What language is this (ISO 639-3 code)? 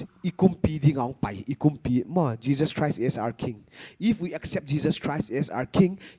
pck